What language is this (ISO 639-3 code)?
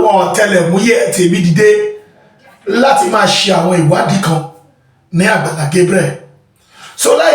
yor